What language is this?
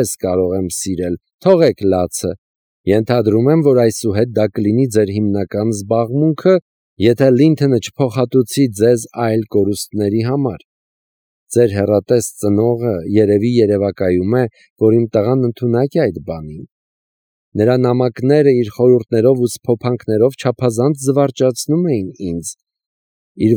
Armenian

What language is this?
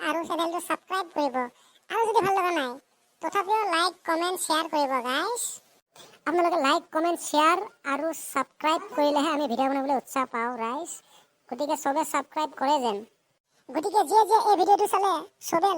Assamese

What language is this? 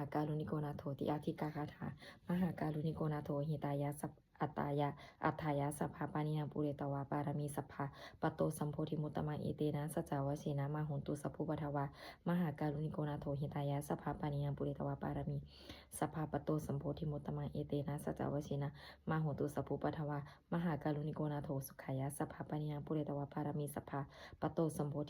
Pali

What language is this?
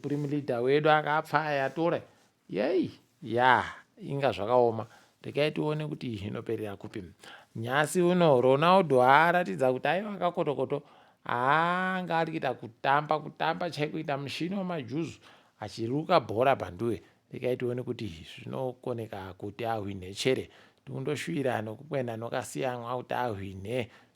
Ndau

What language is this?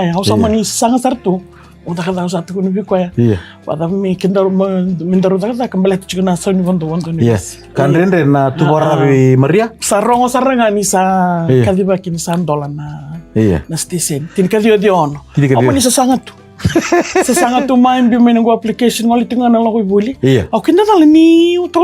Fijian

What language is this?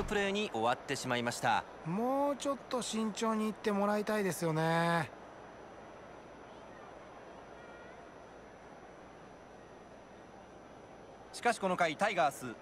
Japanese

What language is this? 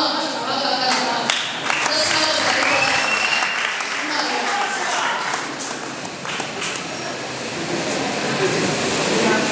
Kinyarwanda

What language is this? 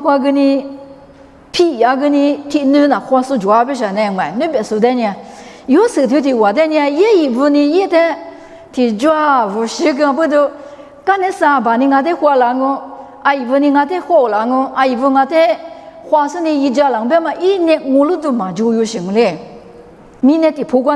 Lisu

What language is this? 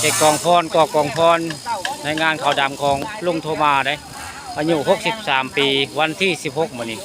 Northeastern Thai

